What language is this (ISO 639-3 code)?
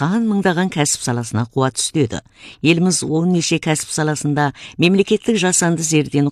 kaz